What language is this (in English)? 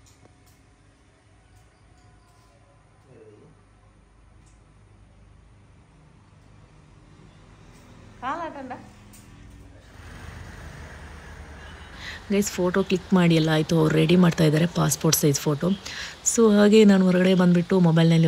Kannada